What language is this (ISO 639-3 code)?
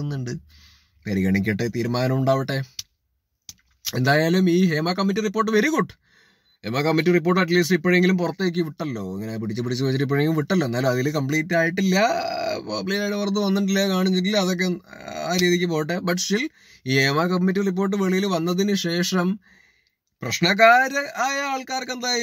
mal